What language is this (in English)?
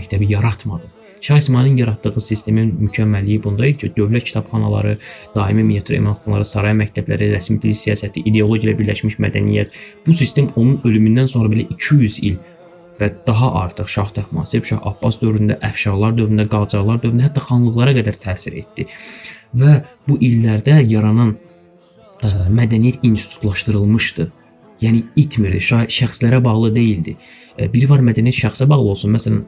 Azerbaijani